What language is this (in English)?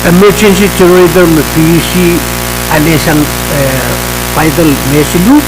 Pohnpeian